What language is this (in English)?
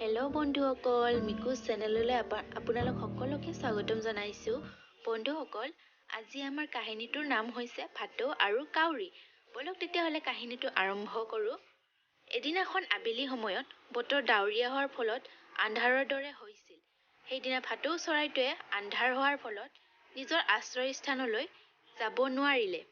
Assamese